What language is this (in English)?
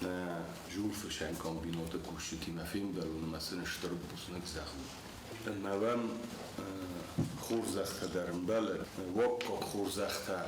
Ossetic